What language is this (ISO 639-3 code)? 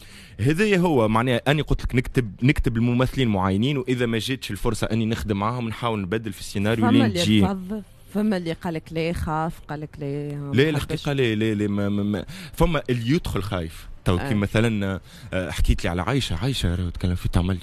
aeb